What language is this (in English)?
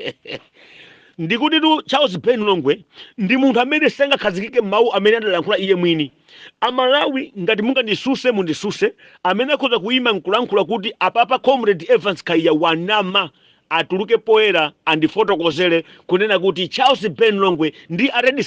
Nyanja